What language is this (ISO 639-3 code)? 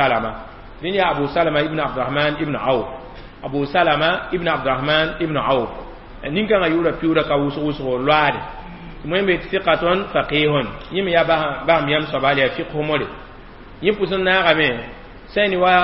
mos